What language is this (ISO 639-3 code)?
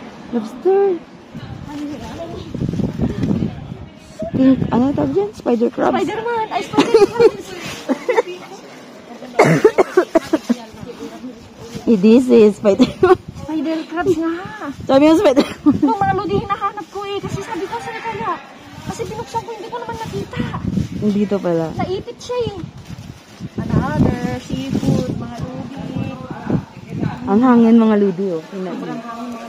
fil